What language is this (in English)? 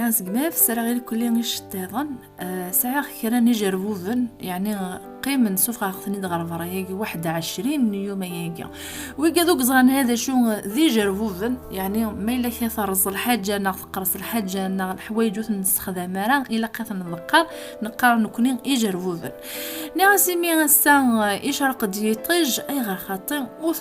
Kabyle